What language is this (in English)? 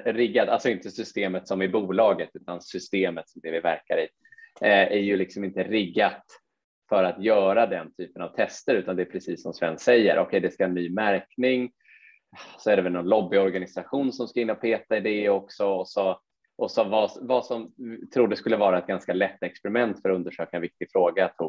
Swedish